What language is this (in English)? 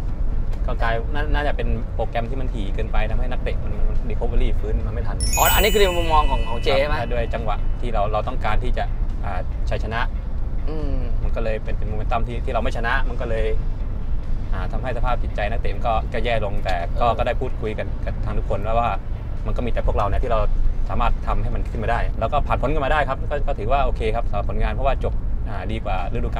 Thai